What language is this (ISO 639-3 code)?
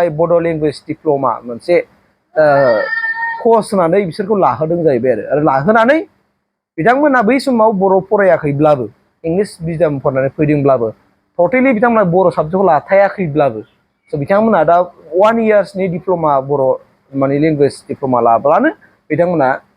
brx